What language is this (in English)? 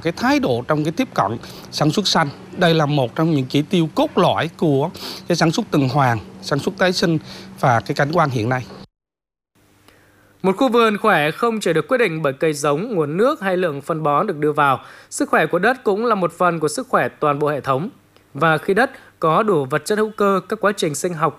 Vietnamese